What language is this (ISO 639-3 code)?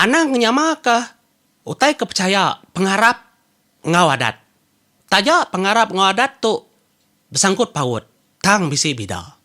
iba